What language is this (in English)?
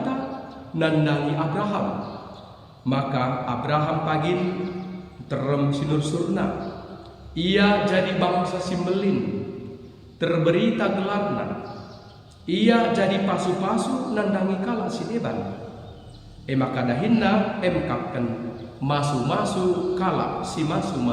Batak Karo